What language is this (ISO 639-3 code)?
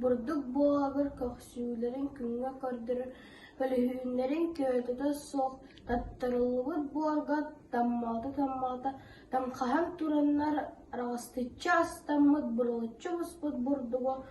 sah